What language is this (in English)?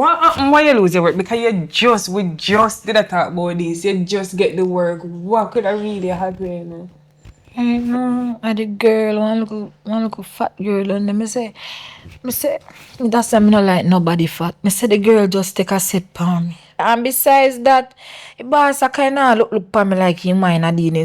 Jamaican Creole English